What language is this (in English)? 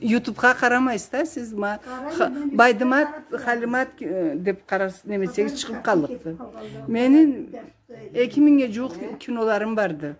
Karachay-Balkar